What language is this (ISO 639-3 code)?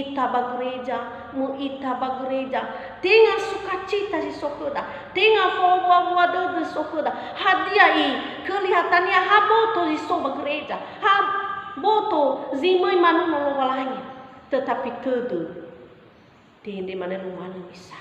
nia